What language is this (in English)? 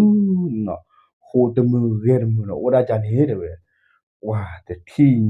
S'gaw Karen